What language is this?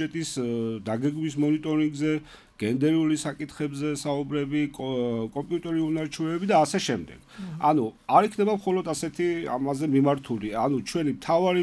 Georgian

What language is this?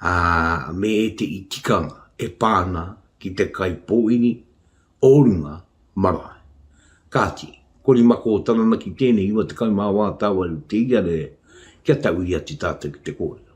Māori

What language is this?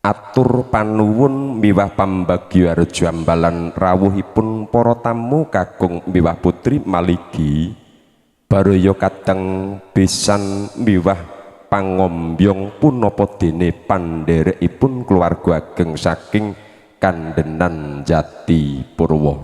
Javanese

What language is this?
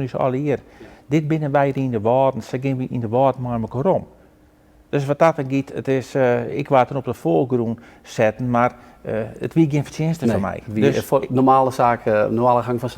Western Frisian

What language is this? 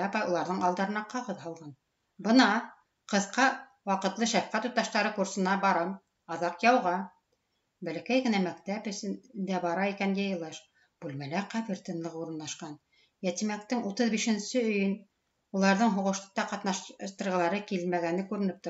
Bashkir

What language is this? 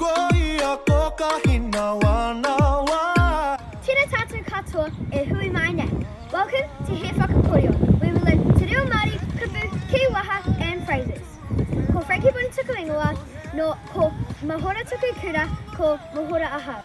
Māori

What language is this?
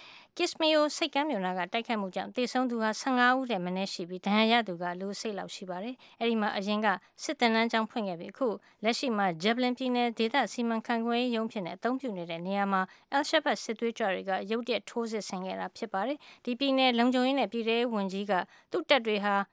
Burmese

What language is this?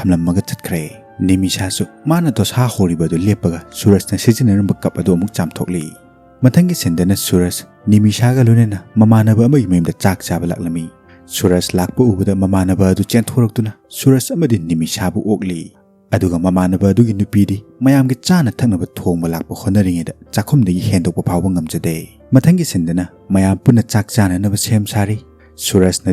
Manipuri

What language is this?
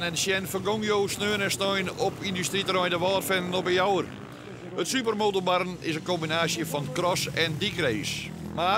Western Frisian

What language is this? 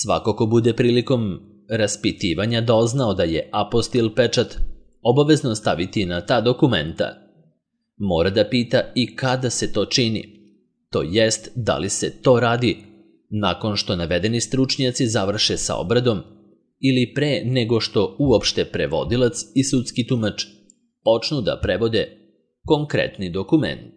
Serbian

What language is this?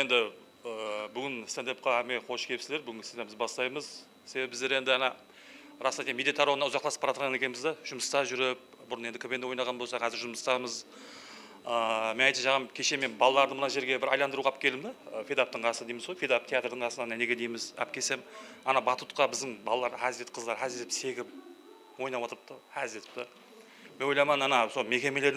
Kara-Kalpak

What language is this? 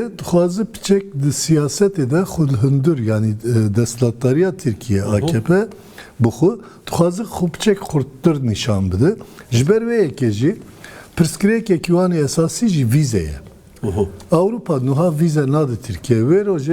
Kurdish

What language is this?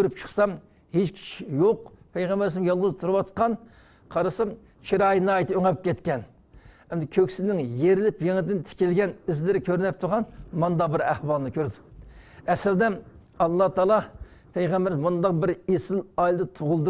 Uyghur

